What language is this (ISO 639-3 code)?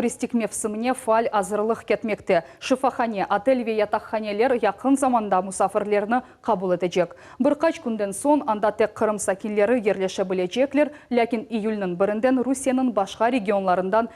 crh